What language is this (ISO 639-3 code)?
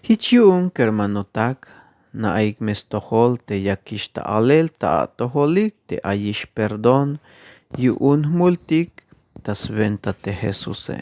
tzh